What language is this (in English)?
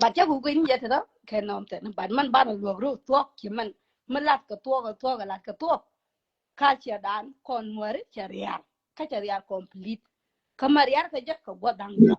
Nuer